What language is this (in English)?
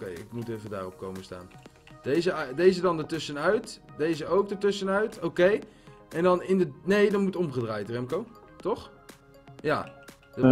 Dutch